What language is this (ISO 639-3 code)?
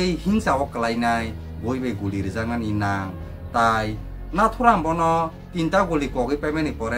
trp